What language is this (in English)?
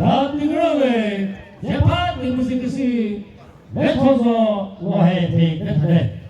Chokri Naga